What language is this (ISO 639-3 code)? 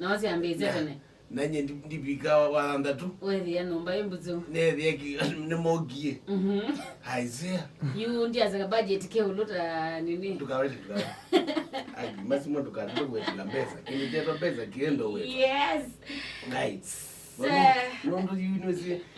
kam